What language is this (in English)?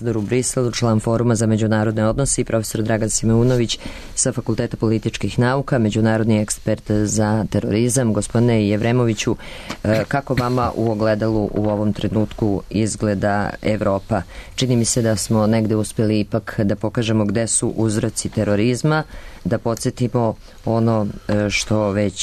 Serbian